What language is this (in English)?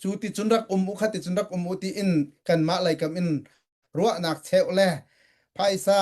Hakha Chin